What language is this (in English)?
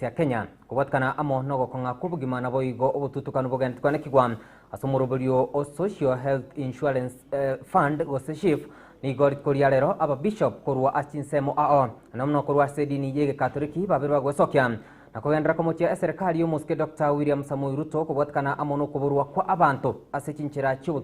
Gusii